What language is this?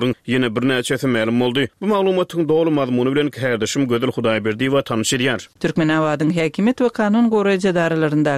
Turkmen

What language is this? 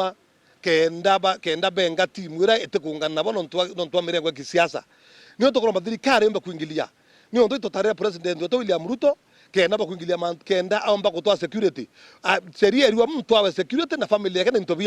Meru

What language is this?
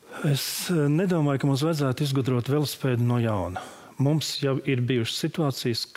Latvian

